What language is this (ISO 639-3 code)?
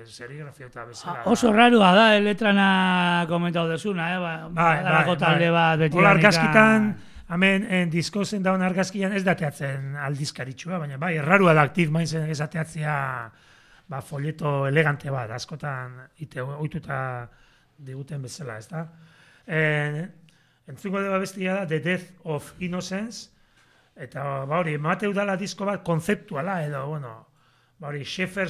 eus